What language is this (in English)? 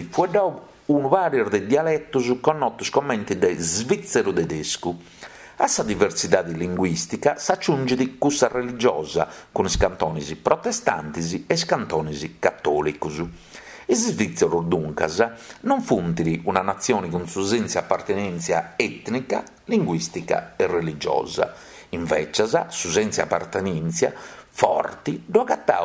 Sardinian